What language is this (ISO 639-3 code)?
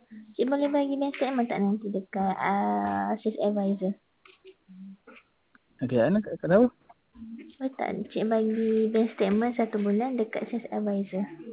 msa